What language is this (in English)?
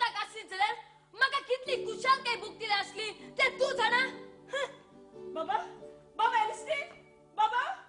Konkani